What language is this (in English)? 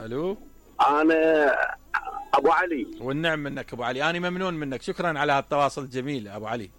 Mesopotamian Arabic